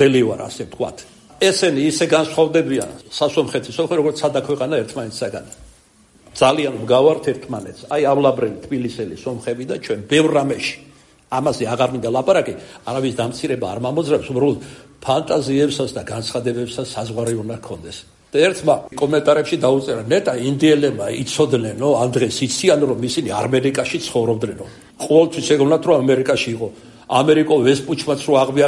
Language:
Georgian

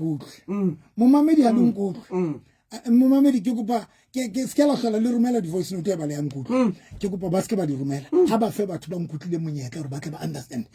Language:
Southern Sotho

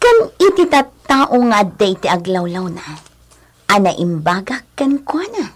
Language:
Iloko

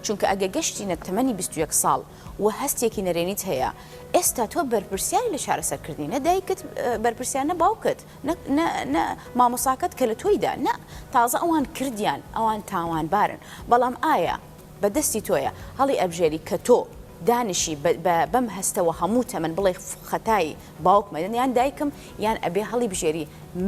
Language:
Central Kurdish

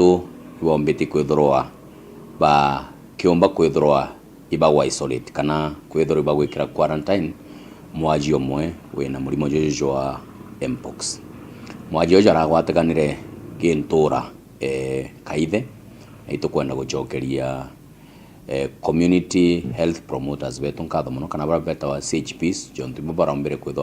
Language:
Meru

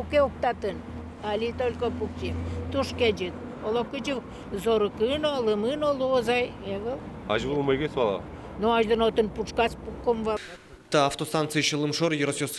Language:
Udmurt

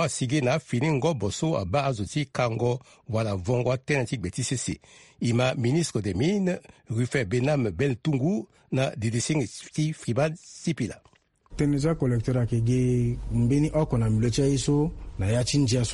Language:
Sango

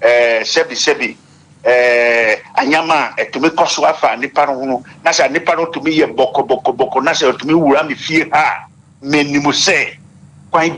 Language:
Akan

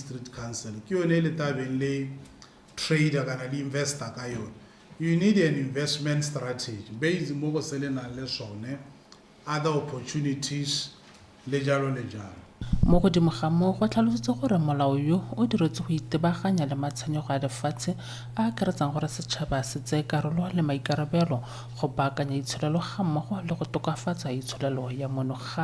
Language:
Tswana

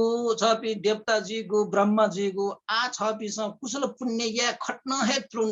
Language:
Newari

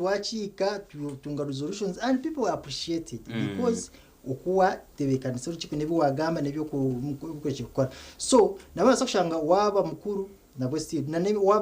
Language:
Nyankole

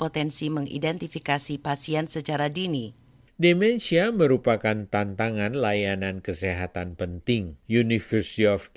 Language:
Indonesian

